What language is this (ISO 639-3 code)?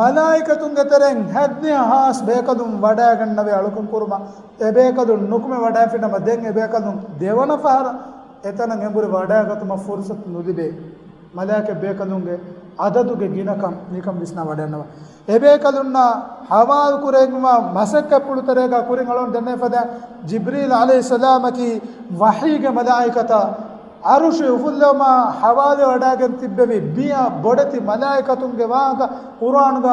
div